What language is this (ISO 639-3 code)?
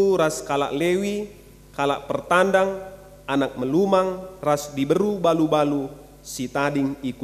btx